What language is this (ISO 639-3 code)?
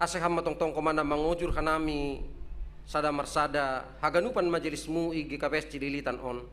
bts